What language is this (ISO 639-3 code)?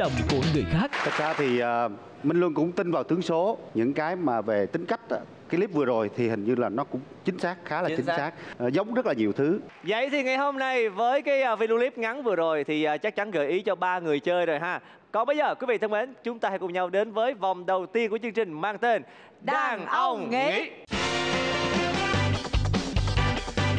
vie